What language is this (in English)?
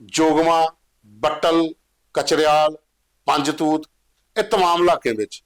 Dogri